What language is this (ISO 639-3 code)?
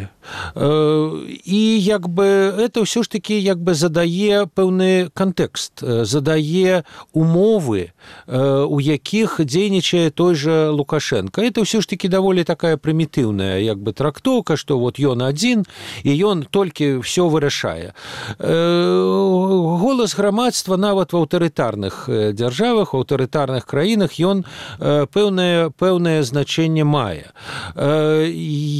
bel